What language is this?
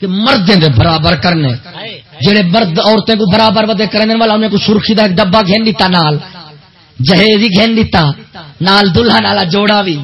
Saraiki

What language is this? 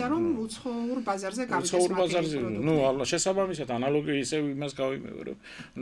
Georgian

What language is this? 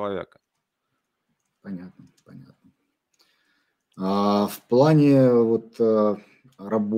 Russian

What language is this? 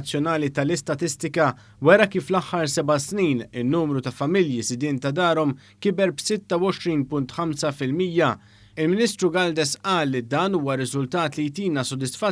Maltese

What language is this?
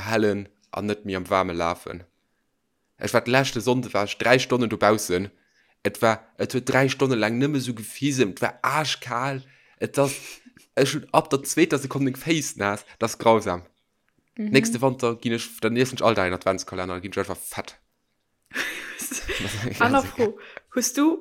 Luxembourgish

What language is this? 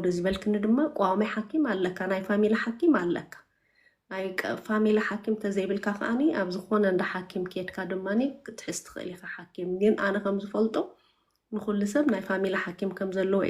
Tigrinya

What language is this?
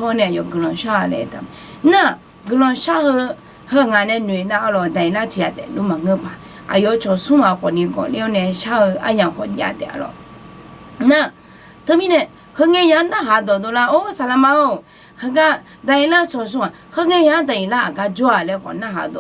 Akha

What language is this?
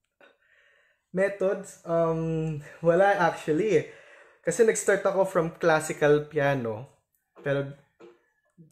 Filipino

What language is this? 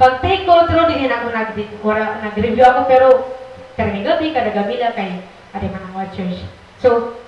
Waray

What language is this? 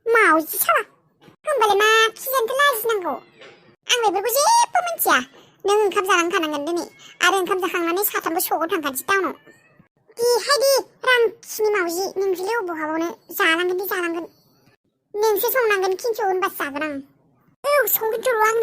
Bodo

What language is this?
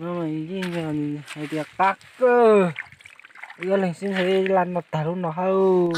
Hmong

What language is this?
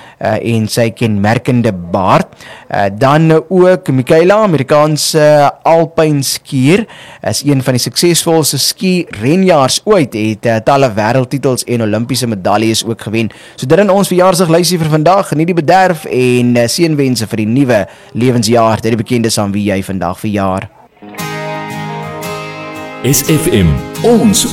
Afrikaans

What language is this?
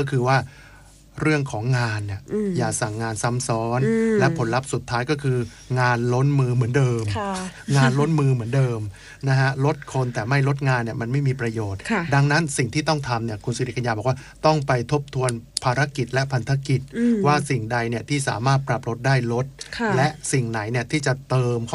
Thai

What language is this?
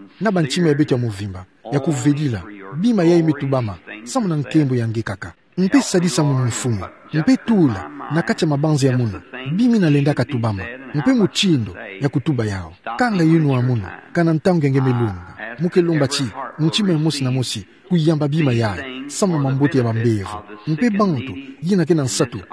Kituba (Democratic Republic of Congo)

